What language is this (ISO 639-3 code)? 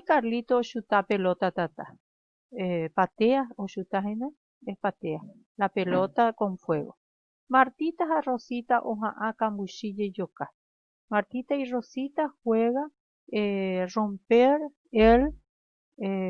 grn